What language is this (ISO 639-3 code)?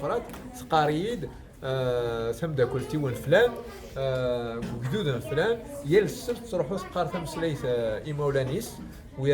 kab